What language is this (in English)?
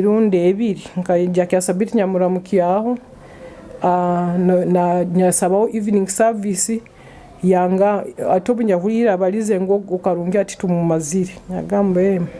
Nyoro